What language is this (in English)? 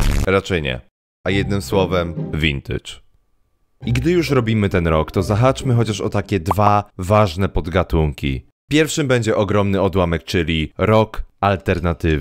Polish